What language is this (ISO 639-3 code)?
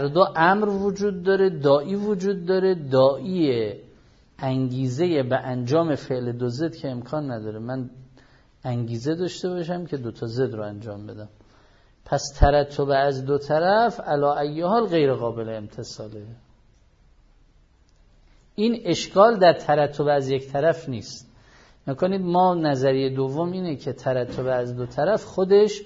fas